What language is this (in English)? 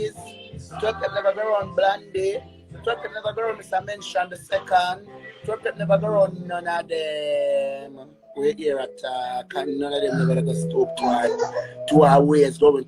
Jamaican Creole English